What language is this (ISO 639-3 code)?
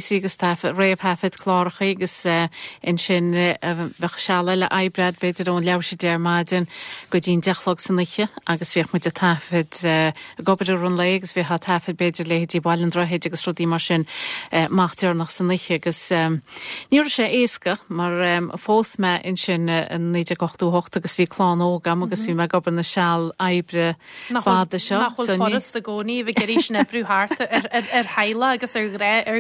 gle